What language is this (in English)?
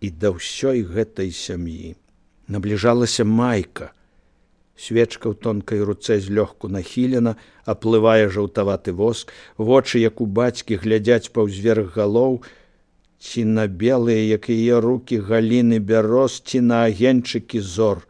Belarusian